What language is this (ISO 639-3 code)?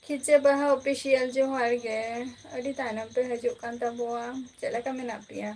sat